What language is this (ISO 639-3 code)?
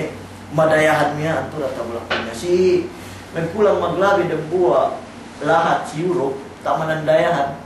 yka